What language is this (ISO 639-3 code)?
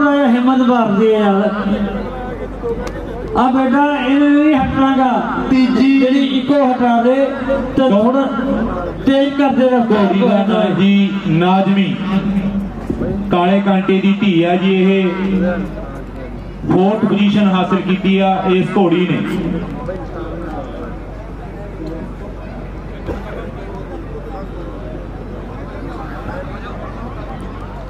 pan